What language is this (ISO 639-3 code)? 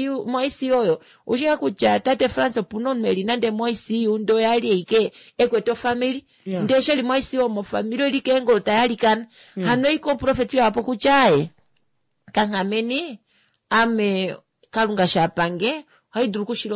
kua